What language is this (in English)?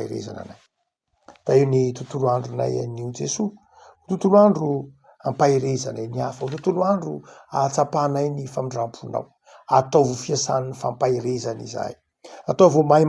Malagasy